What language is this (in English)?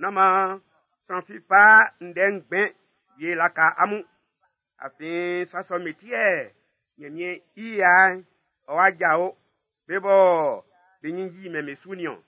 Baoulé